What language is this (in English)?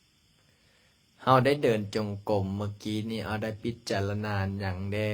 Lao